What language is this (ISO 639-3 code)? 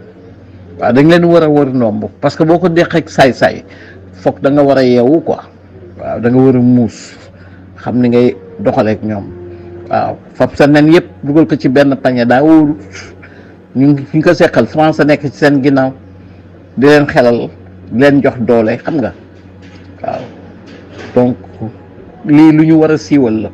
wol